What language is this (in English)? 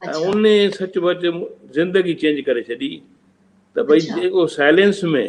Sindhi